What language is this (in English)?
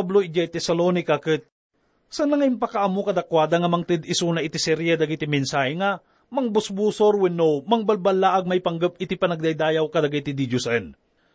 Iloko